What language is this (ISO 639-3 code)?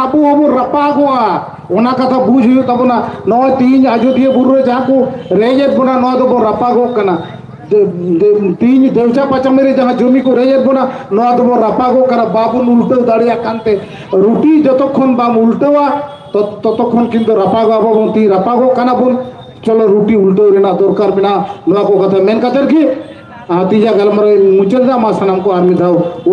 sat